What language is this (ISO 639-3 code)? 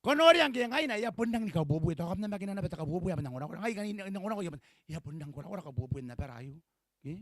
gil